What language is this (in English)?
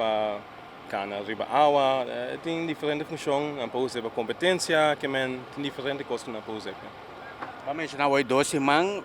Papiamento